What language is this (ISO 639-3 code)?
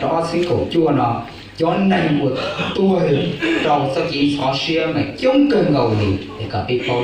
hmn